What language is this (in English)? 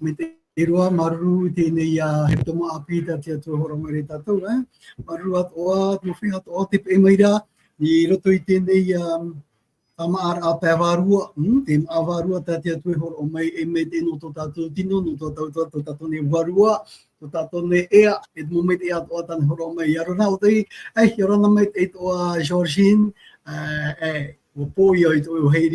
Tahitian